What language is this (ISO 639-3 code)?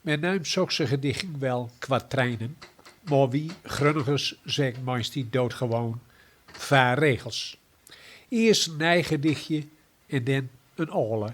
gos